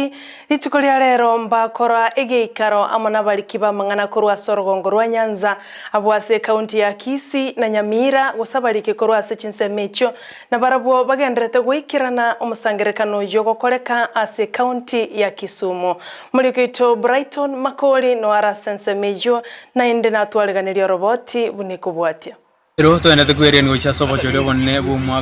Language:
Gusii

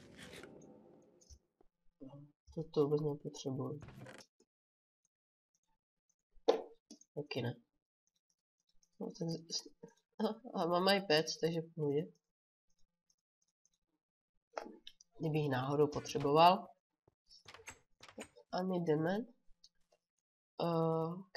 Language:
Czech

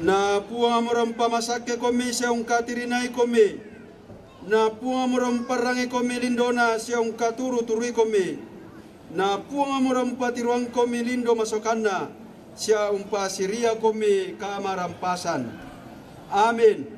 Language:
Toraja-Sa'dan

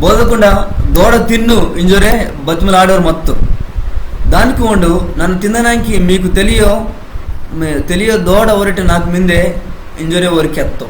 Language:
Koya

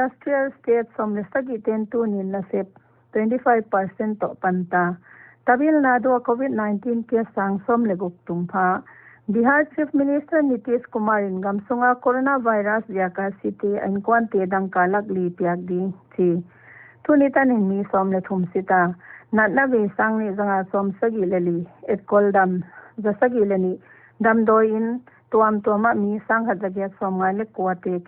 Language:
Paite Chin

